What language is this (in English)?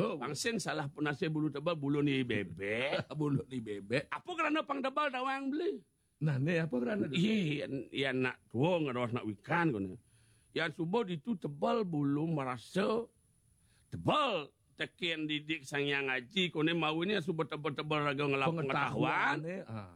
Balinese